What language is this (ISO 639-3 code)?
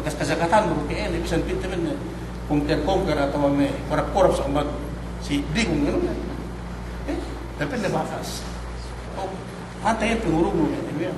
yka